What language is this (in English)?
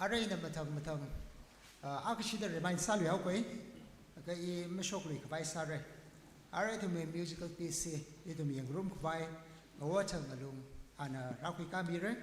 Tangkhul Naga (India)